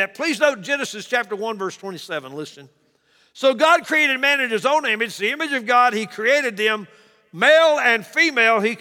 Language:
English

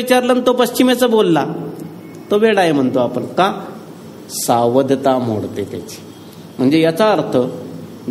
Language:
Marathi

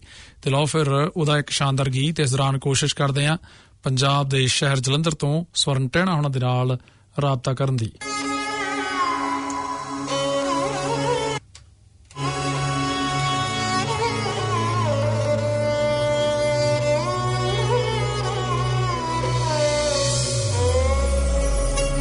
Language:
Punjabi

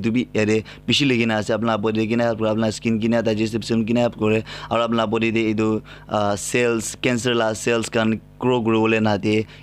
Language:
Naga Pidgin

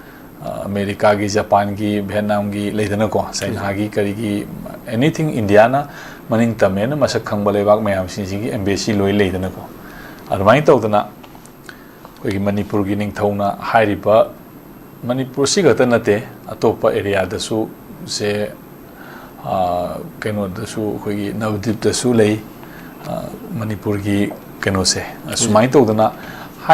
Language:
Manipuri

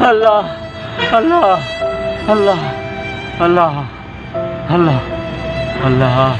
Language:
Saraiki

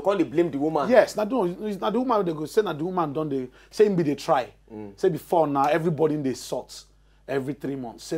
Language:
Nigerian Pidgin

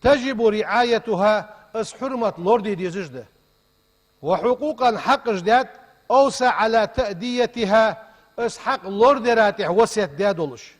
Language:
Ingush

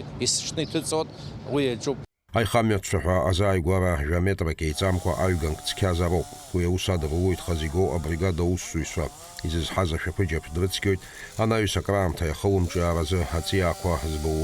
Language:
Abkhazian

